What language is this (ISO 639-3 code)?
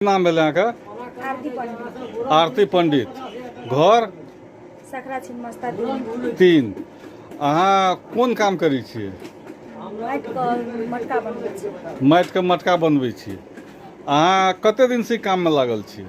mai